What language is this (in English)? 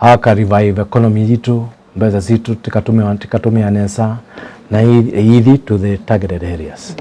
Kamba